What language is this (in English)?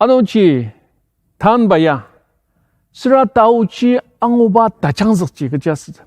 Ao Naga